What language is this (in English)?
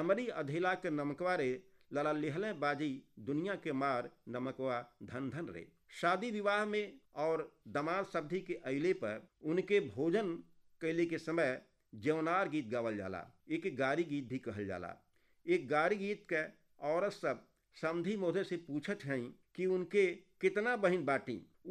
Bhojpuri